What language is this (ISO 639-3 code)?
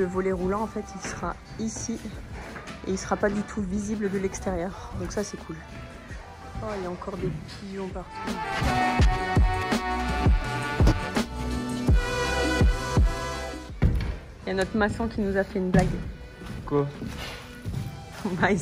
fra